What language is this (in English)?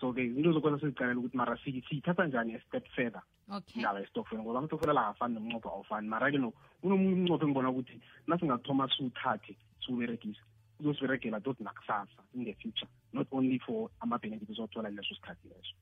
South Ndebele